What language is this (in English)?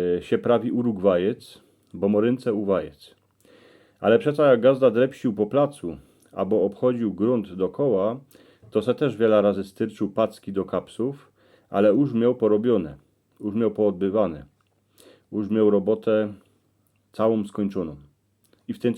Silesian